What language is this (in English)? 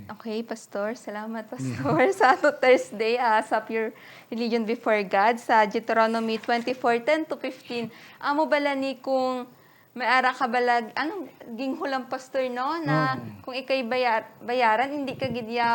Hiligaynon